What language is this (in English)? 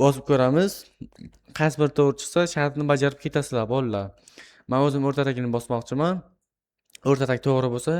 Uzbek